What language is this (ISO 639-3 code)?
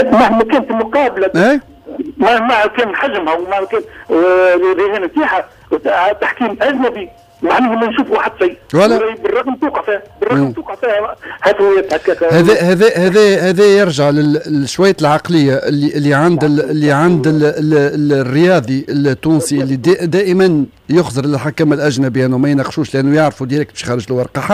aeb